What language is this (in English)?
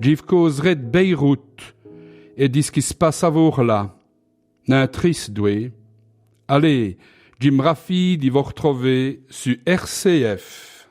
Walloon